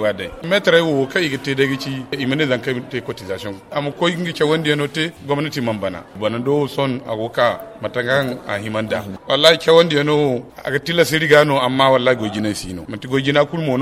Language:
Zarma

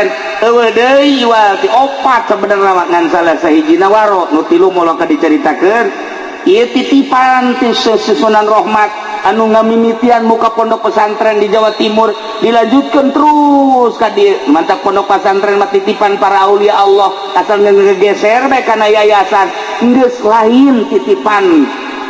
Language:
Sundanese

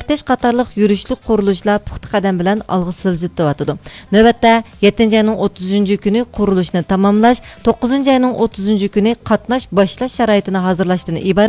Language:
Uyghur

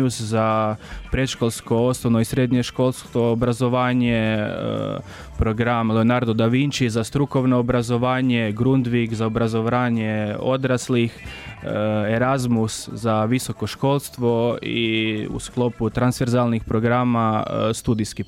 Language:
Croatian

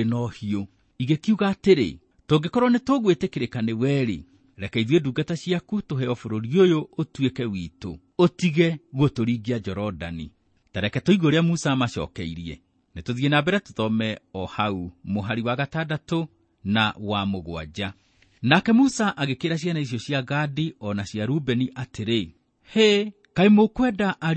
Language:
Kikuyu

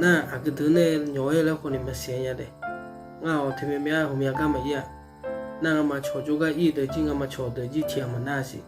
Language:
Akha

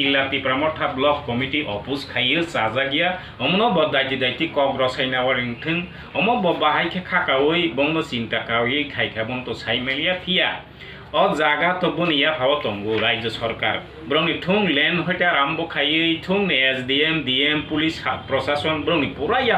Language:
Kok Borok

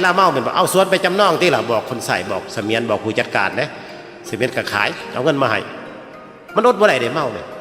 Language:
Northeastern Thai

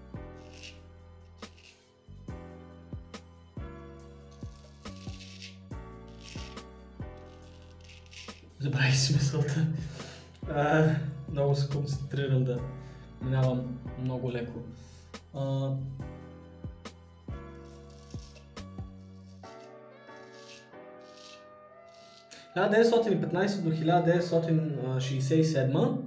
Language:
Bulgarian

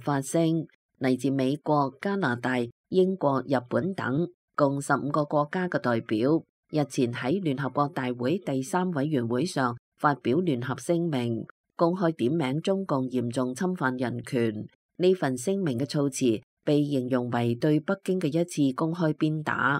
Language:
Cantonese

